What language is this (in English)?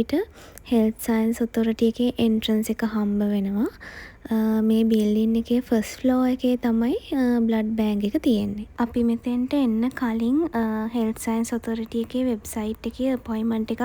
Sinhala